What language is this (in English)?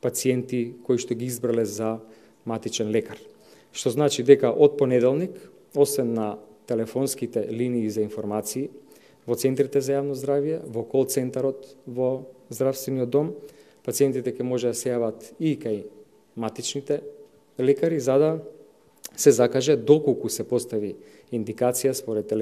Macedonian